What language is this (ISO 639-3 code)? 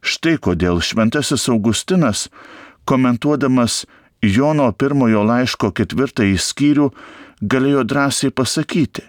lit